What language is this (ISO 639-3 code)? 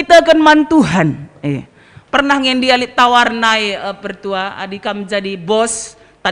btx